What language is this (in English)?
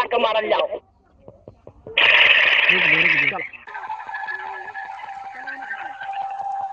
Bhojpuri